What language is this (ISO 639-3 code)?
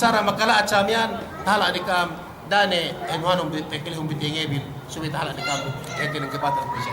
yka